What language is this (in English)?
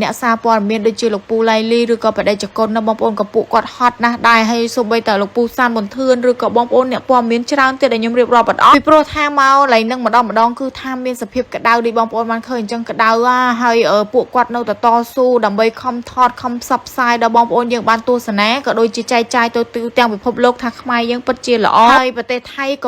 Khmer